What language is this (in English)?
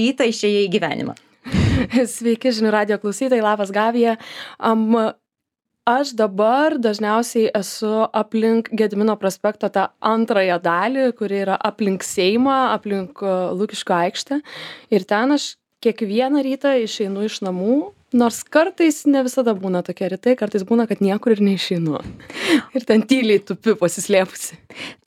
Lithuanian